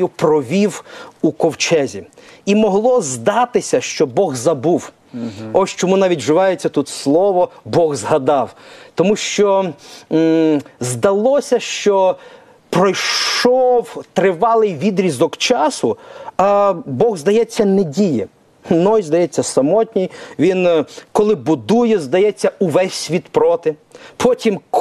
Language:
Ukrainian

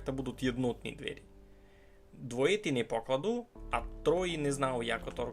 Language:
Rusyn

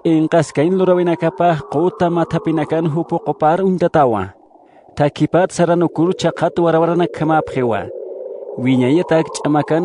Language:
Aymara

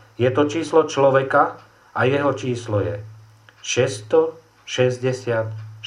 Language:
Slovak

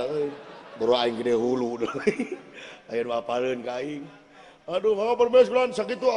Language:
Sundanese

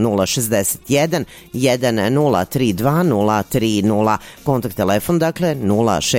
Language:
Serbian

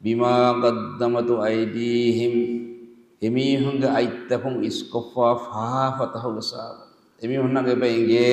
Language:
Divehi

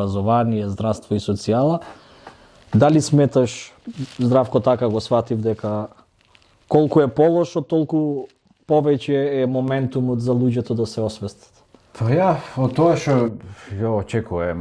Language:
Macedonian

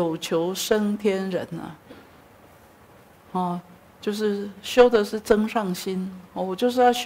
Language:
Chinese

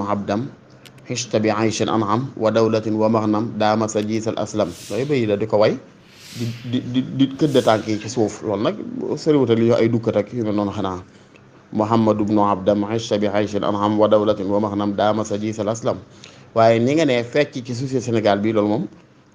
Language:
Wolof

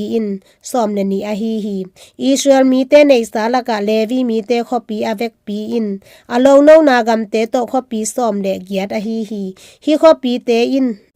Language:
Tedim Chin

